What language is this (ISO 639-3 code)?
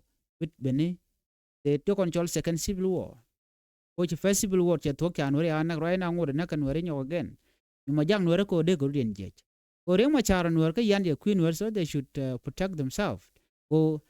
nus